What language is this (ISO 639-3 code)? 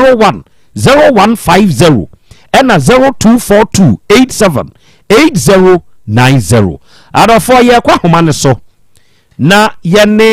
aka